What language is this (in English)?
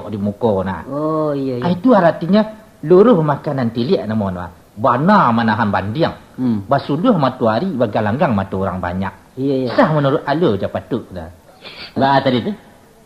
Minangkabau